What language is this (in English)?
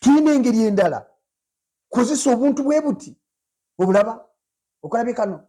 Ganda